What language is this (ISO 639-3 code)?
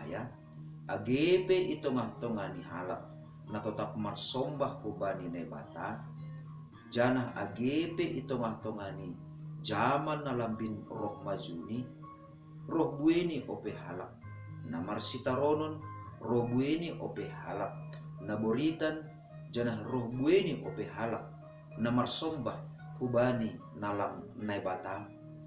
bts